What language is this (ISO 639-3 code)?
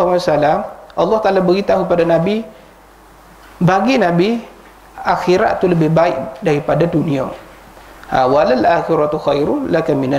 msa